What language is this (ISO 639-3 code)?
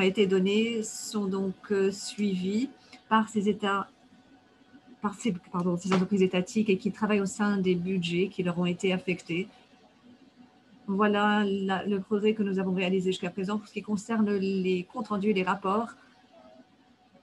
fra